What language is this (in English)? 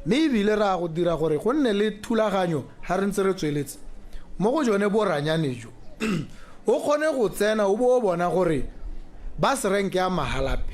Tswana